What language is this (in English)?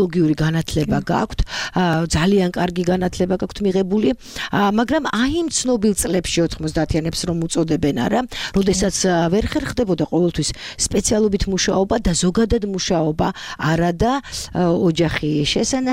Georgian